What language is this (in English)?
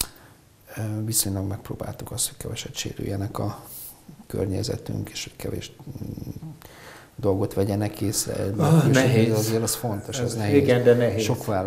Hungarian